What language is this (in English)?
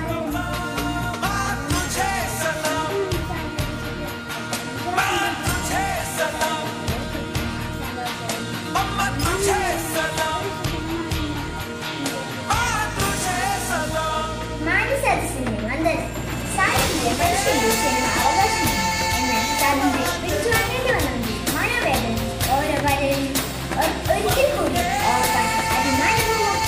Malayalam